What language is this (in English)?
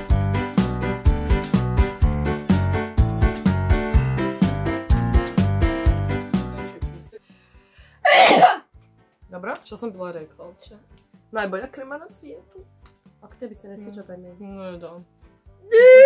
Croatian